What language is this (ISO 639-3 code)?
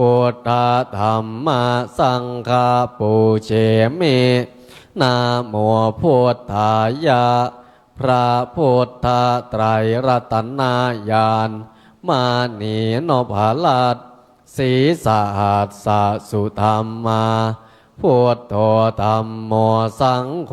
pli